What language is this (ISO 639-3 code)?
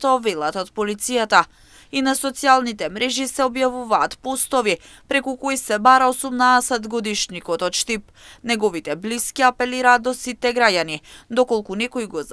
mkd